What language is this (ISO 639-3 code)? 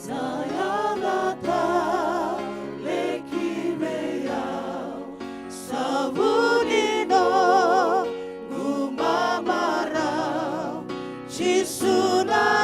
fij